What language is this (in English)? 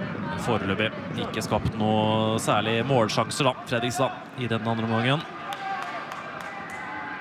Norwegian